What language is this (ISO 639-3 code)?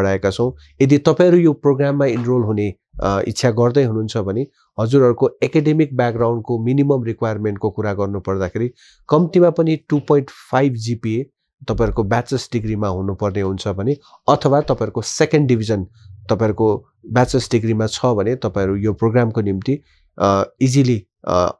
nep